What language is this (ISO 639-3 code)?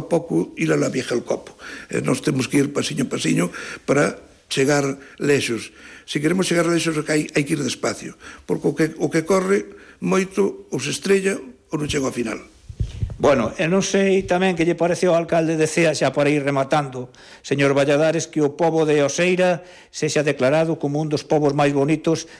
glg